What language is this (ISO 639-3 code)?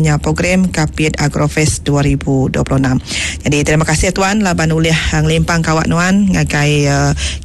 iba